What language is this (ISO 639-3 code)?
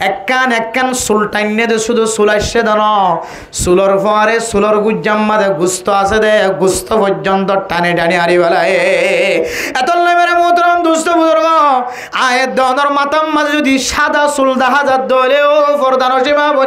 rhg